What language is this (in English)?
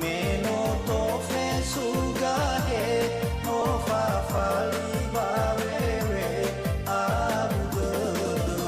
Nias